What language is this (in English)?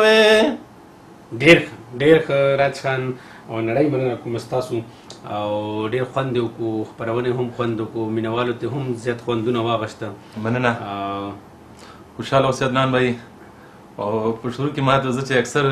Pashto